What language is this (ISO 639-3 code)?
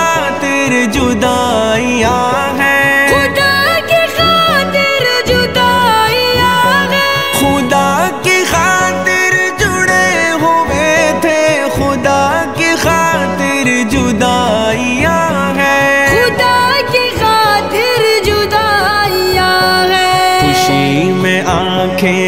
urd